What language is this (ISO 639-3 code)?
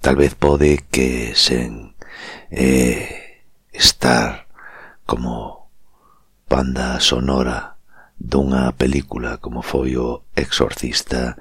glg